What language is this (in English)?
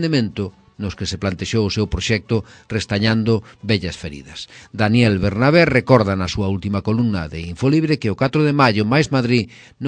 Galician